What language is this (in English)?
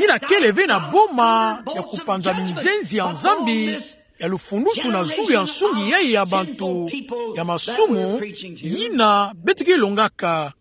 Kituba (Democratic Republic of Congo)